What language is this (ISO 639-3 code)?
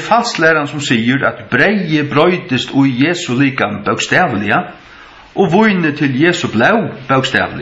fao